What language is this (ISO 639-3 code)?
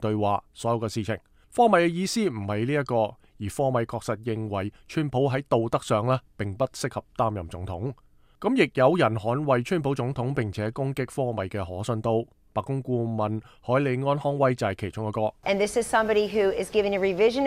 yue